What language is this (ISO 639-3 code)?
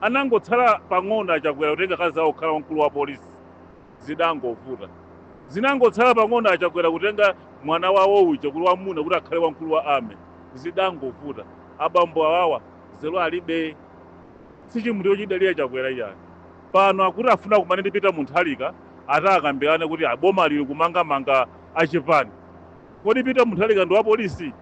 nya